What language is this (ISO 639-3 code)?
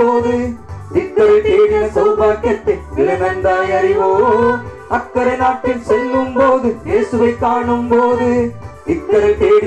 tam